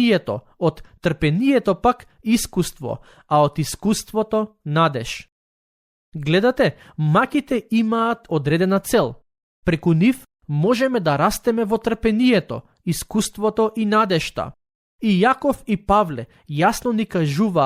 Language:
Macedonian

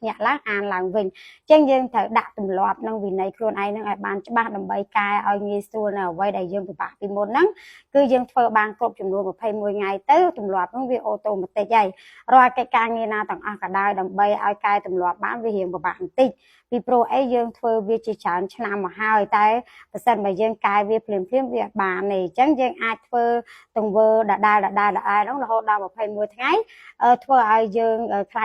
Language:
Khmer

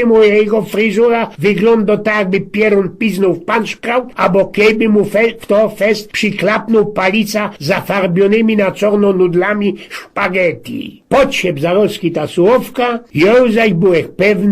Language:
Silesian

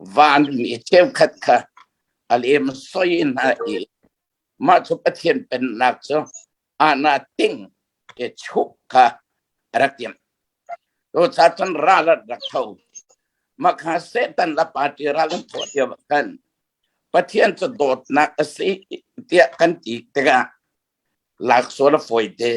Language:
Hakha Chin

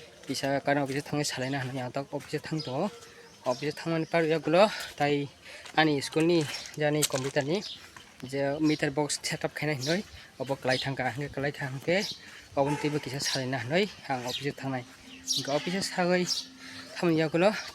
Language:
Kok Borok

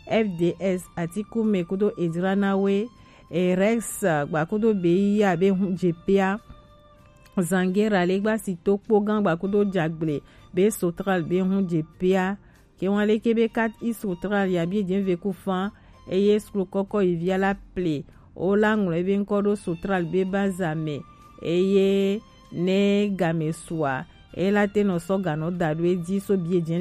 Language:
Gen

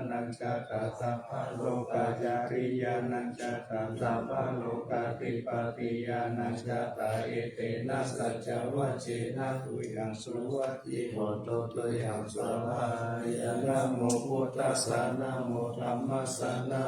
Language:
Pali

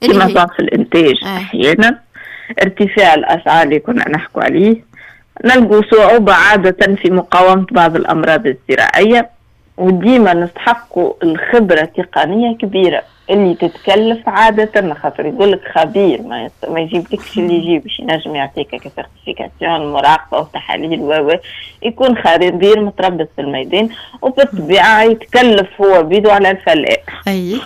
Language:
Tunisian Arabic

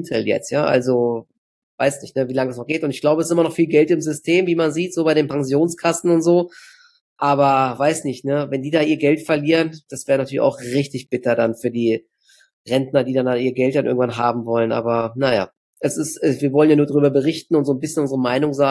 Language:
German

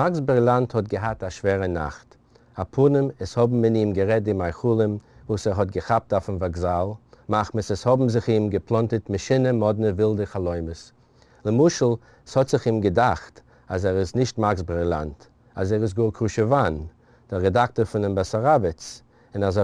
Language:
Yiddish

